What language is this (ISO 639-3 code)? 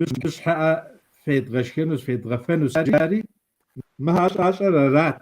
kbd